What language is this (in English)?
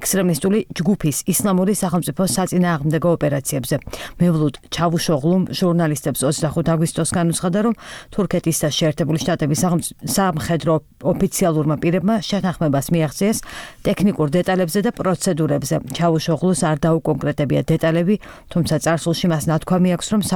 Georgian